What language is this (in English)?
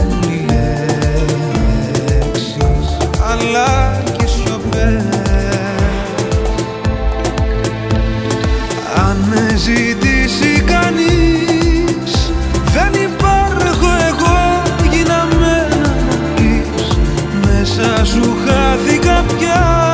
Greek